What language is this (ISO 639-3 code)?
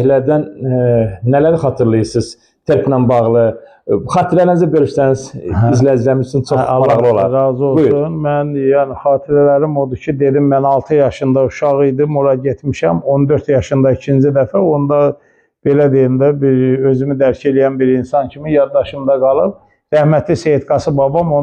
aze